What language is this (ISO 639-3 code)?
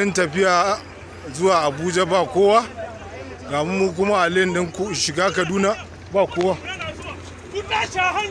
hau